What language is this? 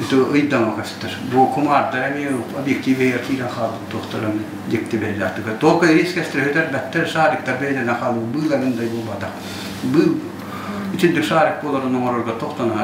Yakut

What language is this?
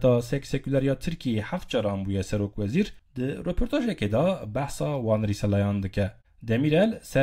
Kurdish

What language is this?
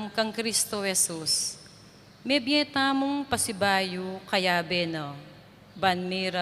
Pampanga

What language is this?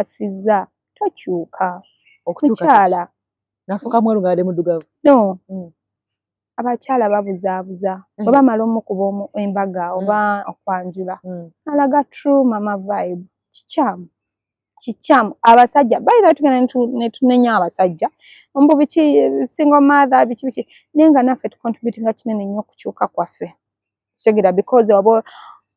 Ganda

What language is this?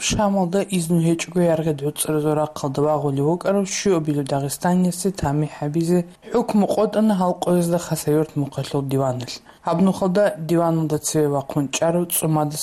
Avaric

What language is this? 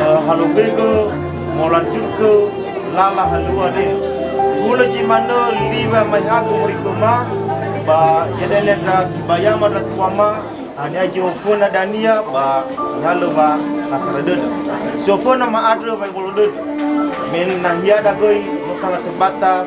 Nias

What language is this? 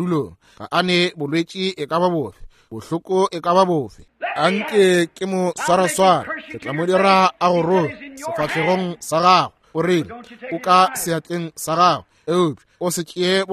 Northern Sotho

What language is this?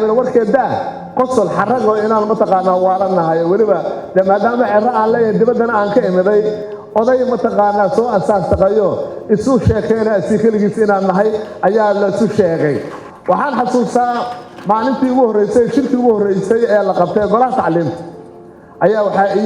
Somali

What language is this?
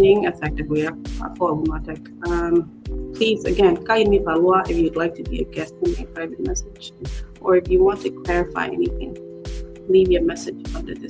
Acoli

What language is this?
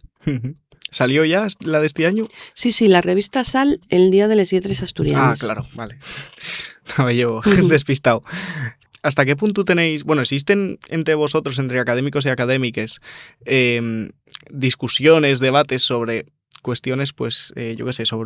Asturian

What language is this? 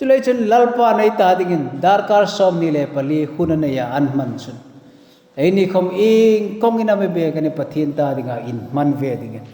Hmar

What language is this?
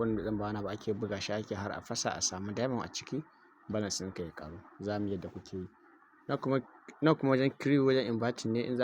Hausa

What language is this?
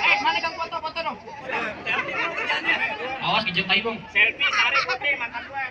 Betawi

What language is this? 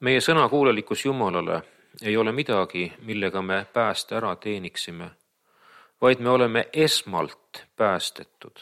Estonian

